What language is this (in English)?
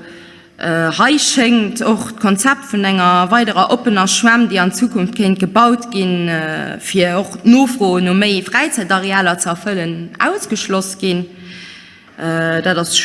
Luxembourgish